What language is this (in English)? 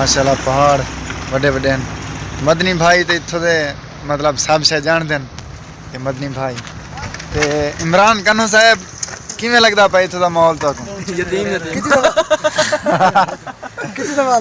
Saraiki